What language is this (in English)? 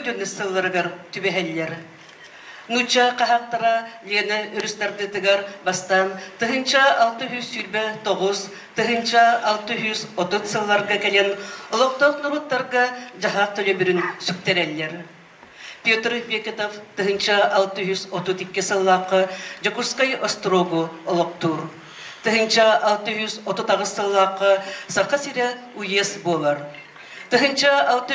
Yakut